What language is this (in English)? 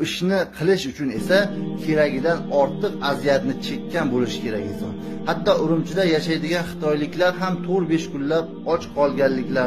Uyghur